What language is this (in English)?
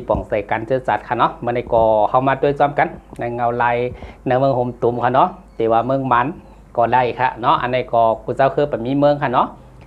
Shan